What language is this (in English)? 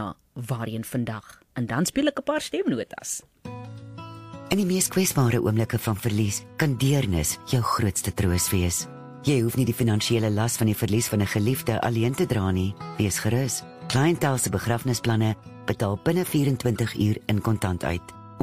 Afrikaans